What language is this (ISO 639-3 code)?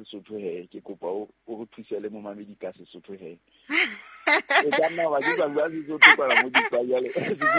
sot